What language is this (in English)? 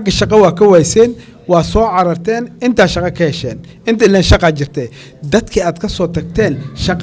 Somali